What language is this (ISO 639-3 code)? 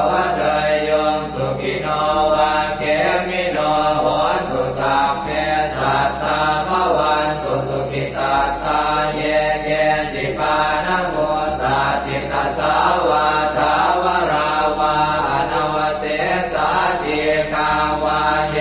pli